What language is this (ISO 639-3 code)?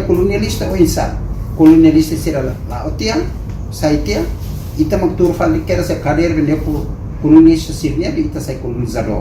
tet